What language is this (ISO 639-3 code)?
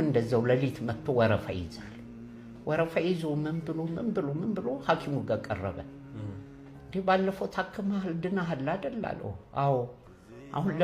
amh